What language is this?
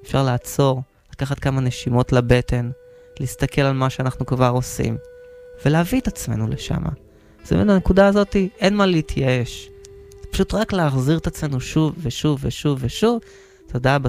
Hebrew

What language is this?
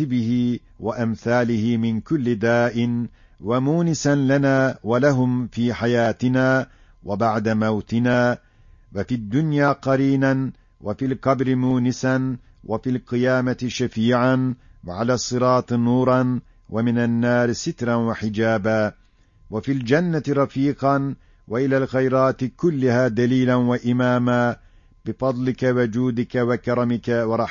Ottoman Turkish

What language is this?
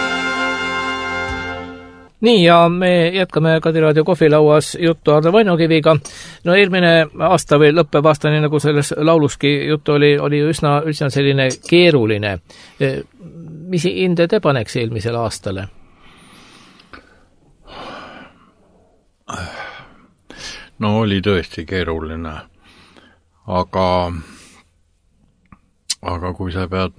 Estonian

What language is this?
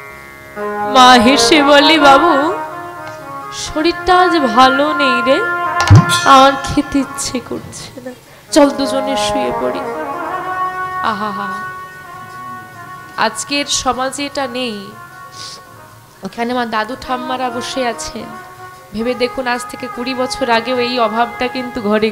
Bangla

